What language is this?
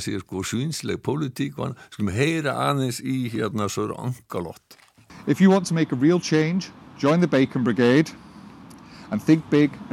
Icelandic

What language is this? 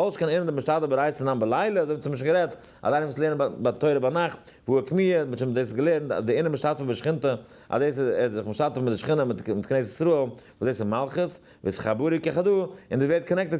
Yiddish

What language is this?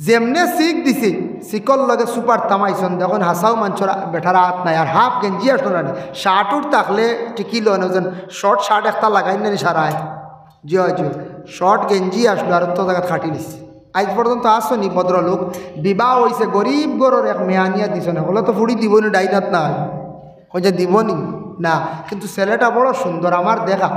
Sylheti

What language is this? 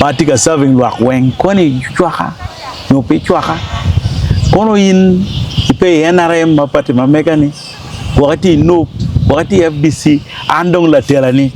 Acoli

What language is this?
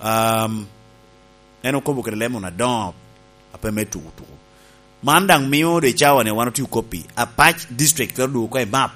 Lango (Uganda)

